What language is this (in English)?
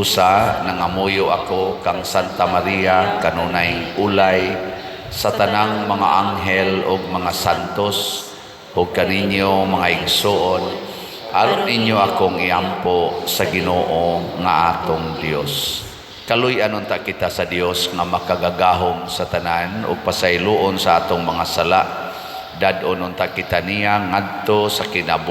Cebuano